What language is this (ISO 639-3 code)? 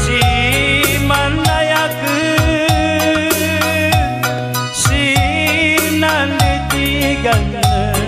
btx